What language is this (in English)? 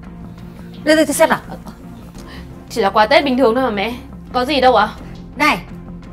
Vietnamese